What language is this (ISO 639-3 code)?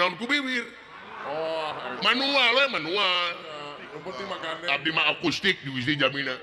sun